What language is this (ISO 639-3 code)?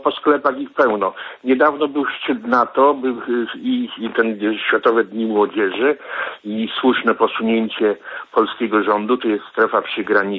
pol